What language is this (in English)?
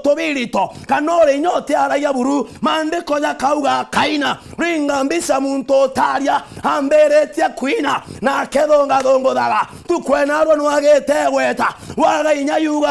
Meru